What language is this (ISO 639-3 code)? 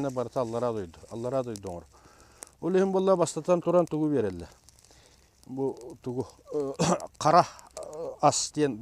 sah